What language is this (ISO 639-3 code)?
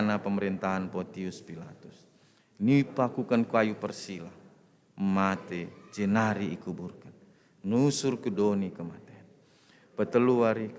btx